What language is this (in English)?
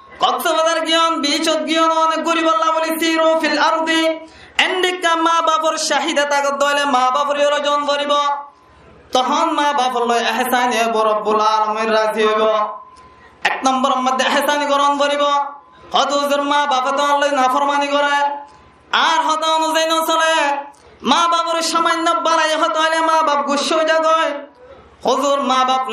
Rohingya